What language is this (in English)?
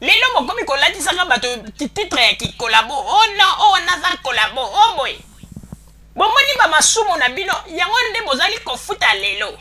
Lingala